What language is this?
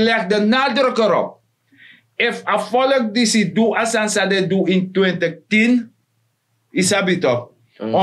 Sranan Tongo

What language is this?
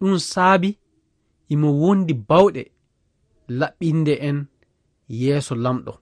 Fula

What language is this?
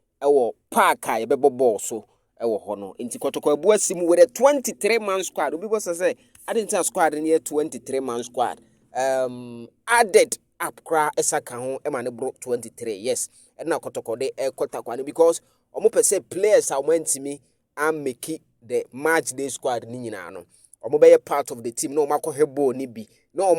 Akan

